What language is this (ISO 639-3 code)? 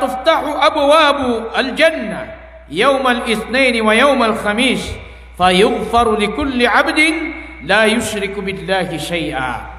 mrw